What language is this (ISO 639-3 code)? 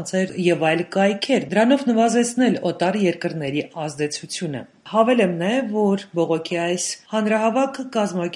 hye